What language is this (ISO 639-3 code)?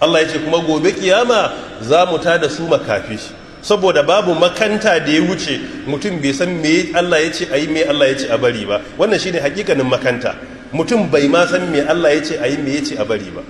hau